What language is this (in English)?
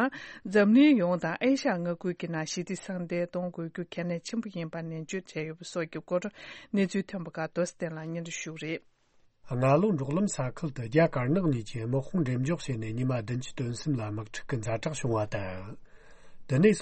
Tibetan